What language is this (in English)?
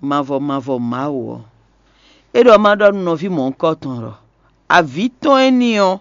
Fon